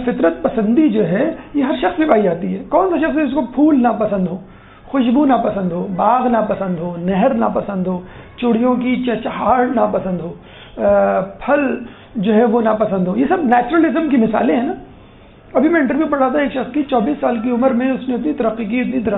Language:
Urdu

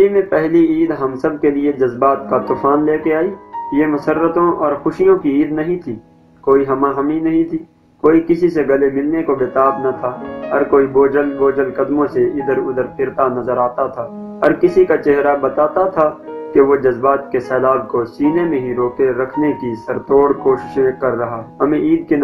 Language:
Urdu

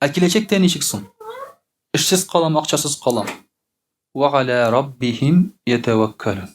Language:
Tatar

